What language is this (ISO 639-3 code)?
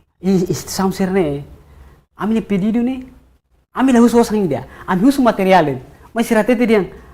tet